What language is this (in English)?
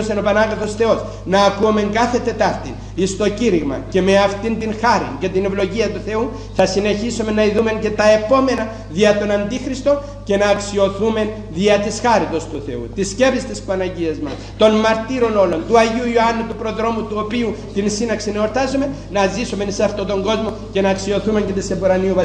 Greek